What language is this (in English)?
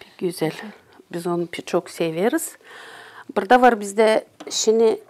Gagauz